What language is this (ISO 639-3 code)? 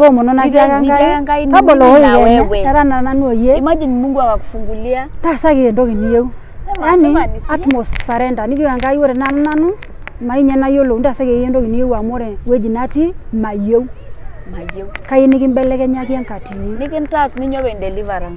mas